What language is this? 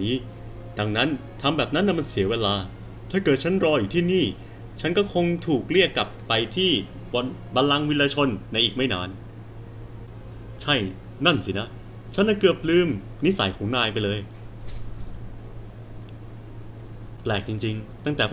Thai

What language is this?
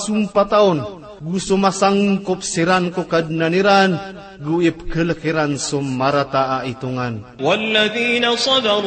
Maranao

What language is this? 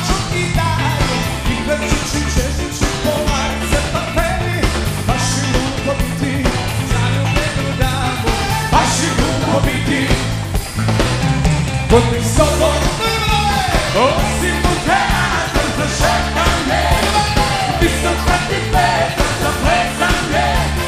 Croatian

